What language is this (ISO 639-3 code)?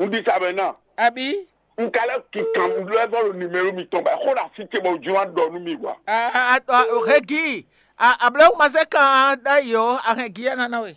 fon